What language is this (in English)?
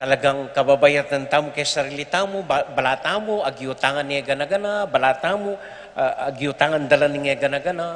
Pampanga